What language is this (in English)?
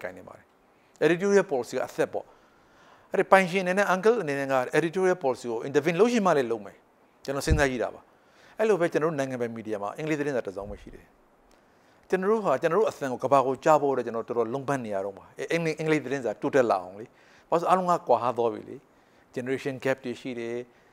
Burmese